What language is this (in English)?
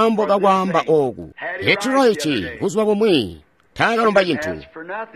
Tonga (Zambia)